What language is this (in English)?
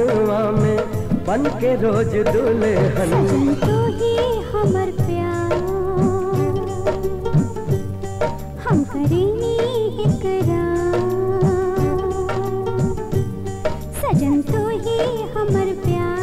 Bhojpuri